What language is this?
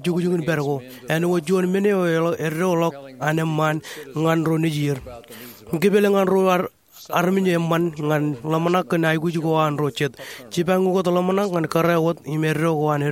Marshallese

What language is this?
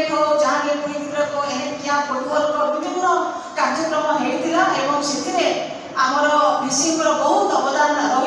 Santali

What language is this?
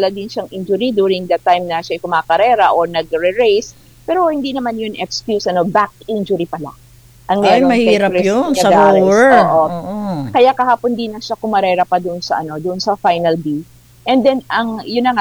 Filipino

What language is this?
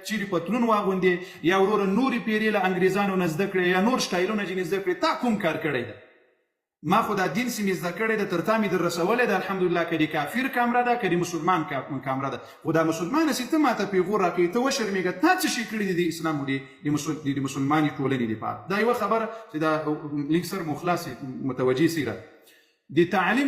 Pashto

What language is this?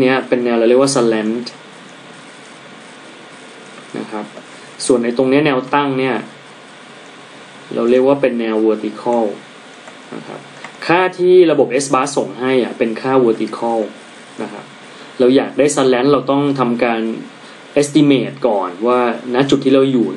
Thai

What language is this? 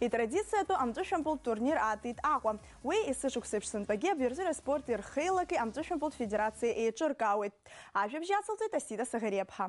Abkhazian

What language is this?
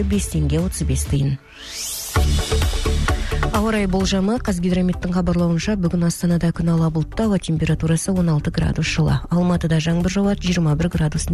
Kazakh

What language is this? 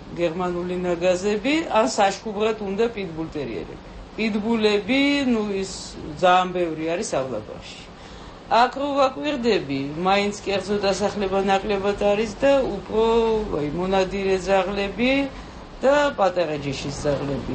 Georgian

